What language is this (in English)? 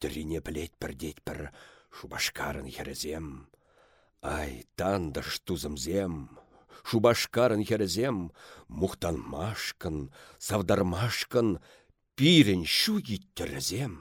Chuvash